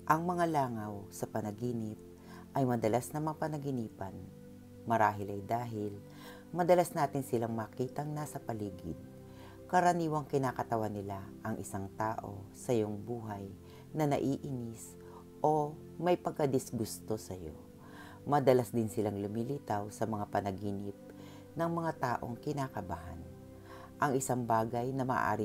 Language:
Filipino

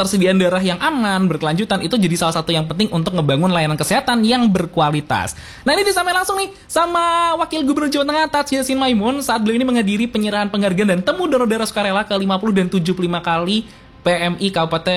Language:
Indonesian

